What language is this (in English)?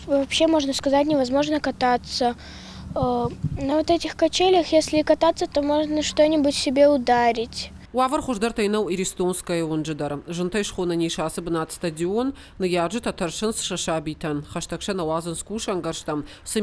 Ossetic